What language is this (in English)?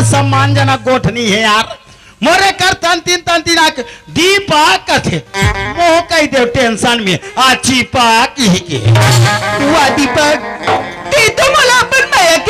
Chhattisgarhi